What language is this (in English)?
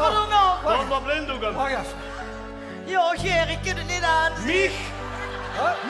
Limburgish